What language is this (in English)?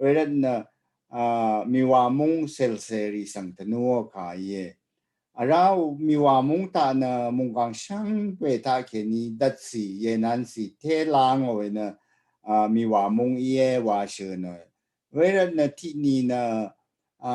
Rawang